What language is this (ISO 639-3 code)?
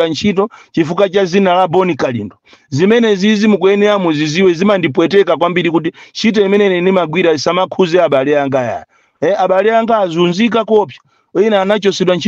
nya